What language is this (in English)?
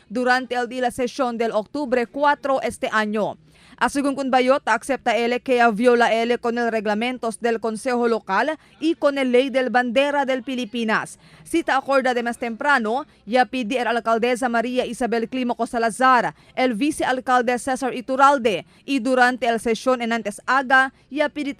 Chavacano